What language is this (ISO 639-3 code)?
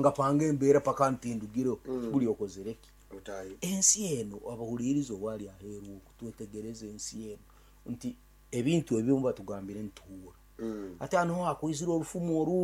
nyn